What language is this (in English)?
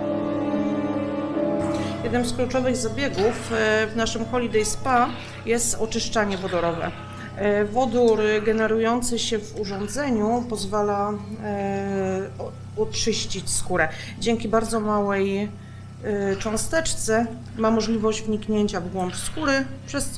Polish